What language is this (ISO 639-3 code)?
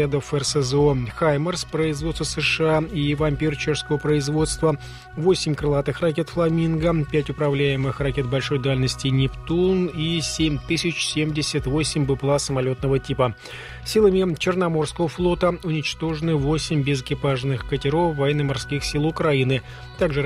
rus